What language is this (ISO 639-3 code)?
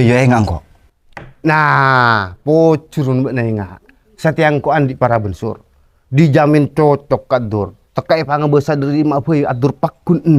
mad